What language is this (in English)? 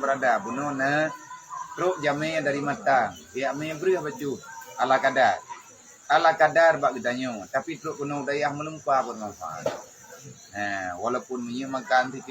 Achinese